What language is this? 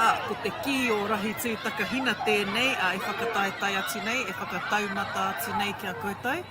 Māori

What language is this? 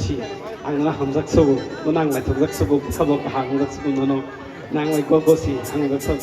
Kok Borok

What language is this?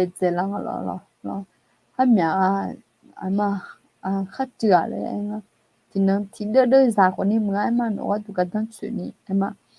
Akha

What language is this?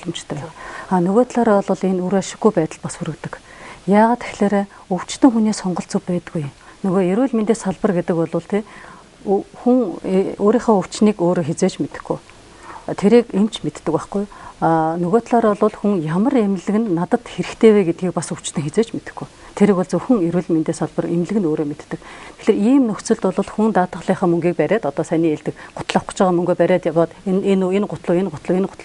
Mongolian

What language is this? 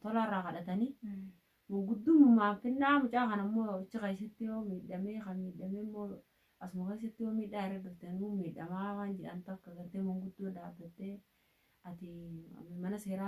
Oromo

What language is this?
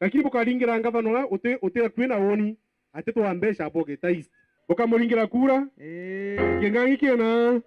Meru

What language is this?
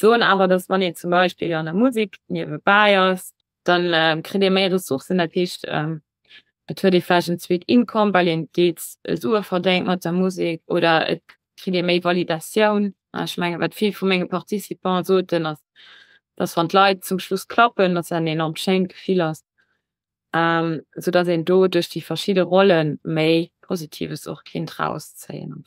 Luxembourgish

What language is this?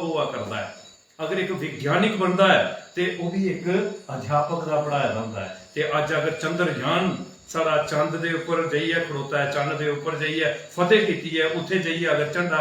Dogri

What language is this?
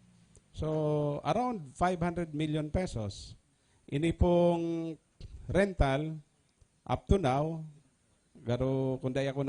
Bikol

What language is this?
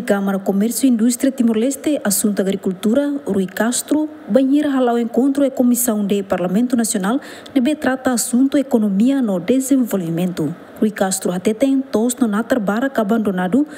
Tetum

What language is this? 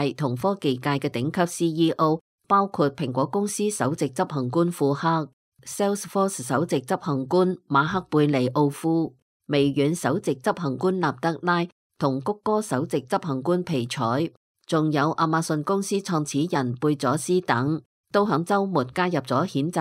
Cantonese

